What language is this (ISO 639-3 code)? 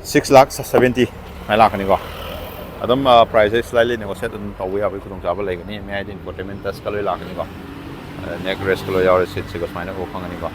mni